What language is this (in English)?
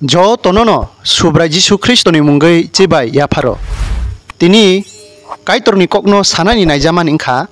Kok Borok